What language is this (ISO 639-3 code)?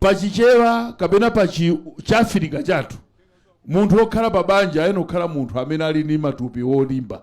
nya